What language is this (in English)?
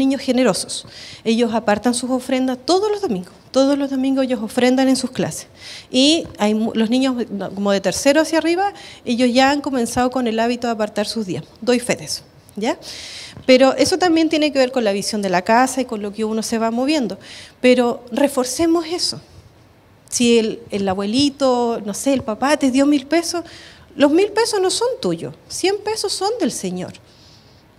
Spanish